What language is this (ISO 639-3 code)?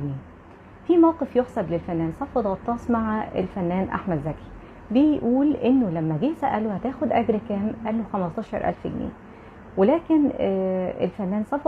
arz